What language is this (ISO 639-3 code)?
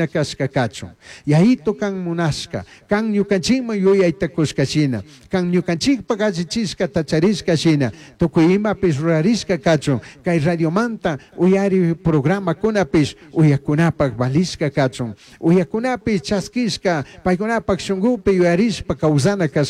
qug